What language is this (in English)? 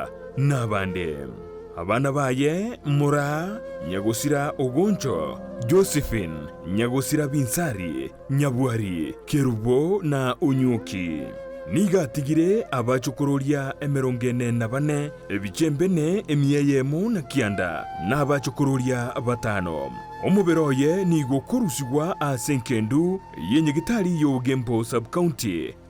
Gusii